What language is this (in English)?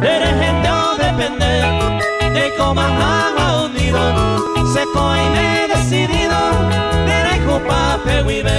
Guarani